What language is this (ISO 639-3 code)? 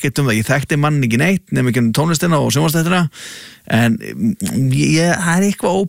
isl